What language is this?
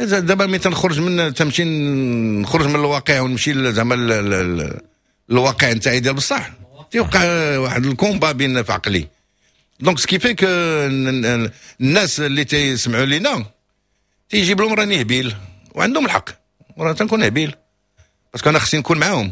Moroccan Arabic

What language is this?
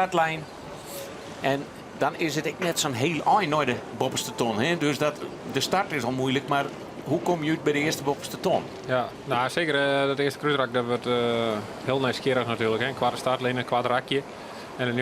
Western Frisian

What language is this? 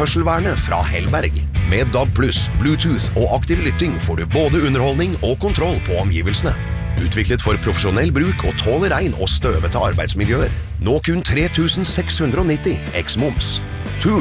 Norwegian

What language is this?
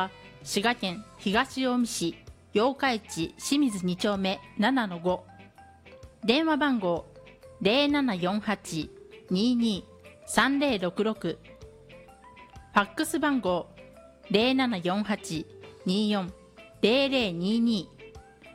Japanese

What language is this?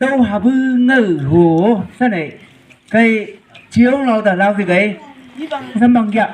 Chang Naga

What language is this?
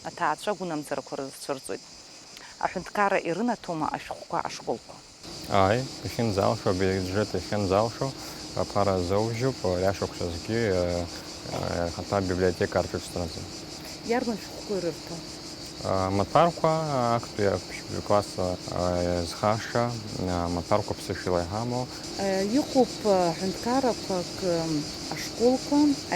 Abkhazian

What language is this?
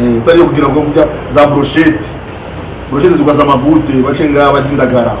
Rundi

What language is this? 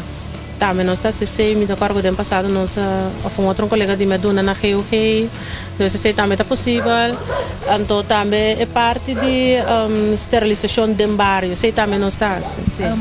Papiamento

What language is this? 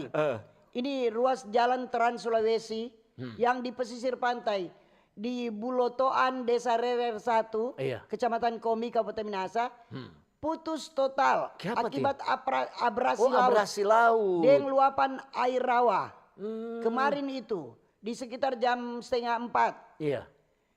Manado Malay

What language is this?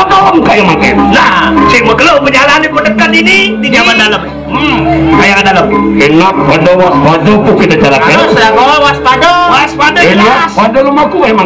Indonesian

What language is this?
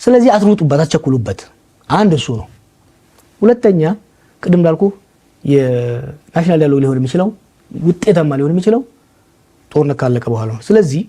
Amharic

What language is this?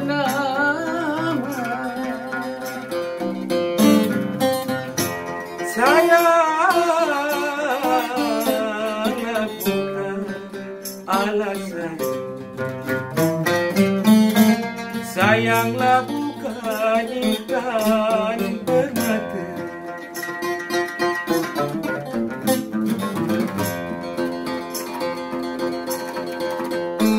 Malay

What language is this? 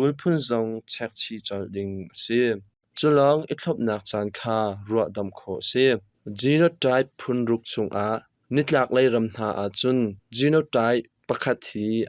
Hakha Chin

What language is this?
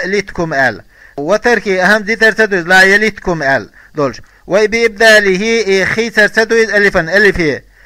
Chechen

